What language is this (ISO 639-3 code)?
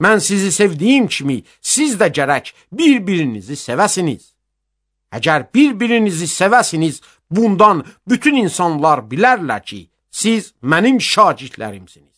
aze